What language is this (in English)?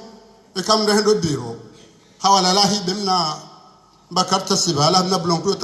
Ngazidja Comorian